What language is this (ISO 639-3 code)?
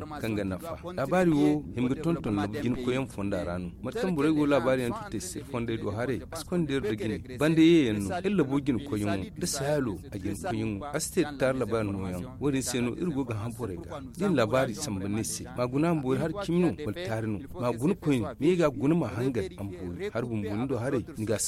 dje